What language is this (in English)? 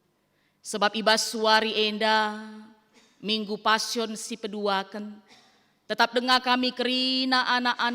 Batak Karo